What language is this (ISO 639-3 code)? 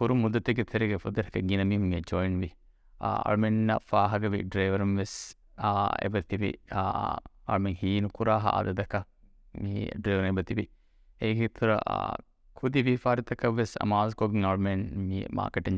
div